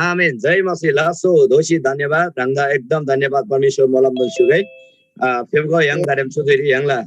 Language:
Eastern Tamang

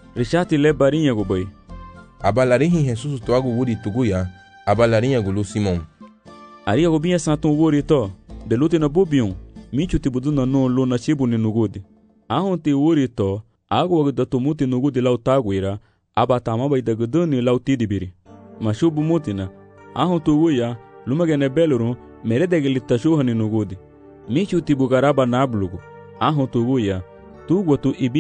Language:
Garifuna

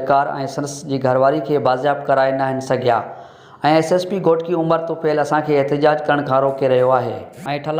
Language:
Sindhi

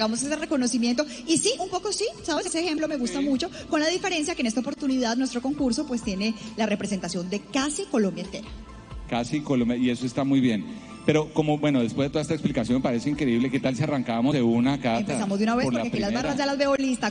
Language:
Spanish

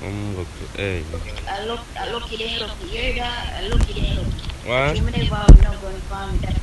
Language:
Jamaican Creole English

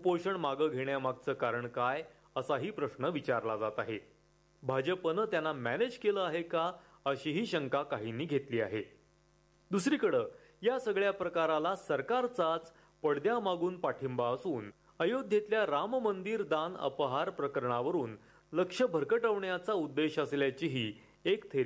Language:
Marathi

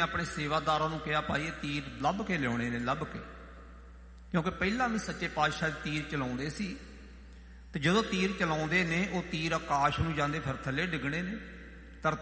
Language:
Punjabi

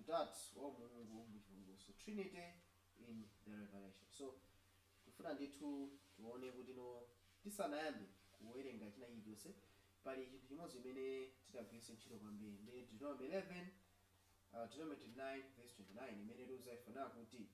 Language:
Nyanja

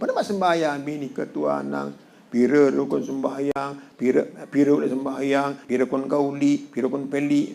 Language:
Sasak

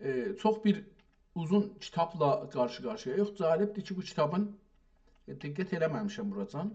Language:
South Azerbaijani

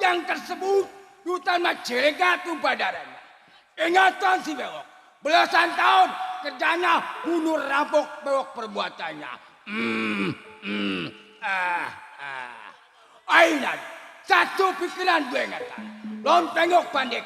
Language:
Betawi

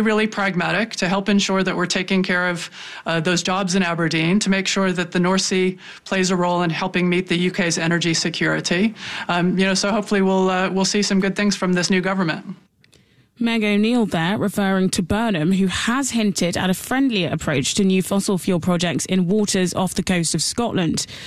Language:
English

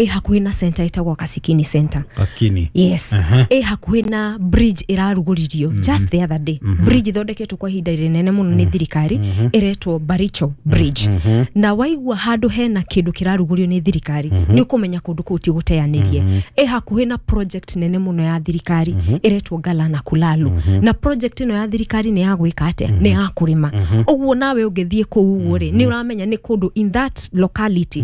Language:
Kikuyu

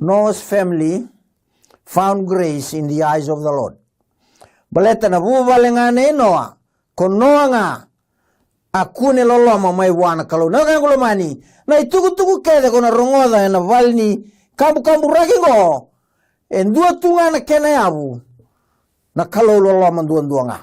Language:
Fijian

